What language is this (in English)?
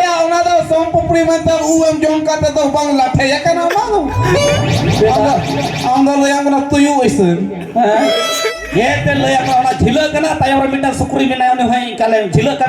Santali